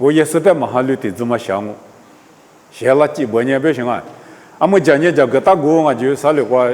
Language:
Lisu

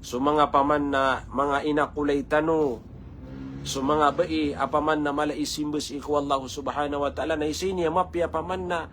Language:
Maranao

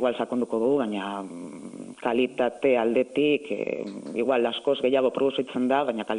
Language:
Basque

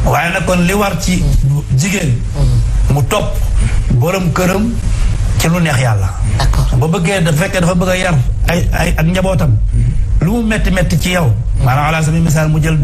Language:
Wolof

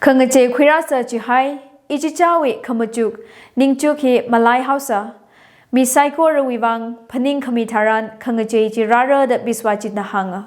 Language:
Tangkhul Naga (India)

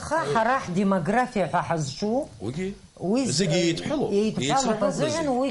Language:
Abkhazian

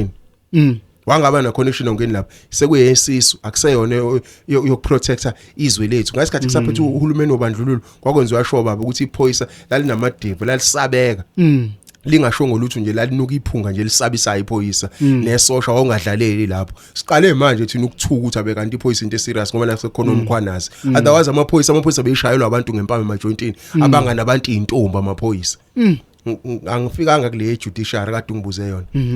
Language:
Zulu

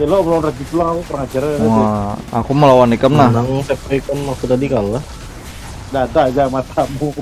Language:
Banjar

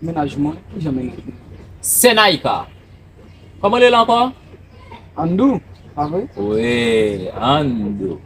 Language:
Haitian Creole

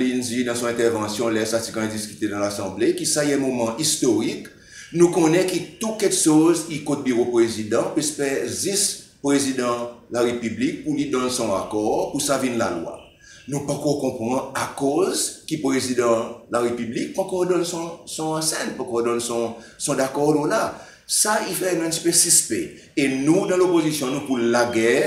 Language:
Seselwa Creole French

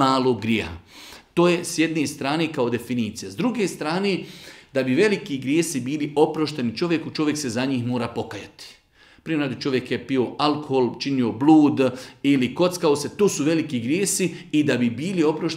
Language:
Bosnian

